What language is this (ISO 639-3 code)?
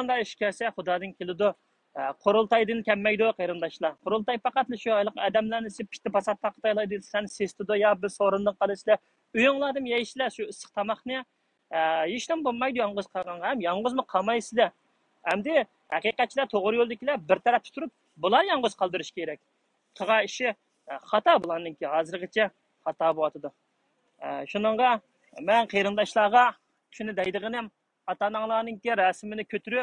uig